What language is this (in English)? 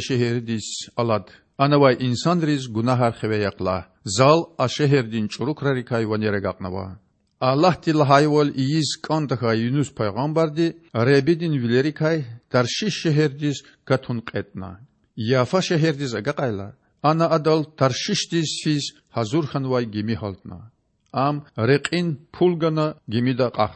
Lezghian